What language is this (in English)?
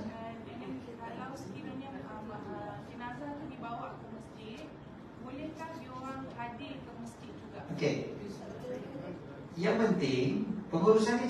Malay